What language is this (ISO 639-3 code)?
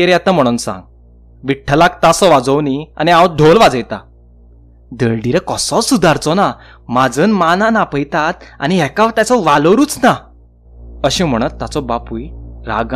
kok